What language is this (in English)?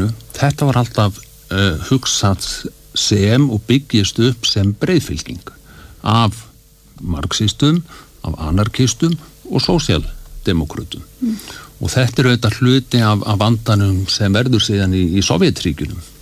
Icelandic